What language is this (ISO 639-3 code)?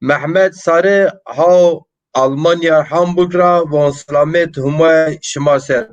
zza